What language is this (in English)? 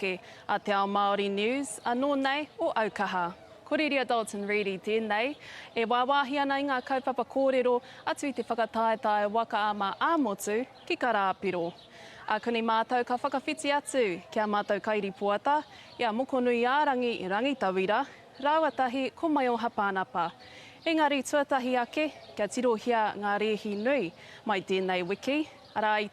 Māori